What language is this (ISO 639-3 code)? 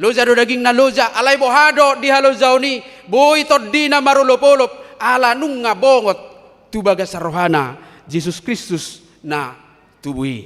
bbc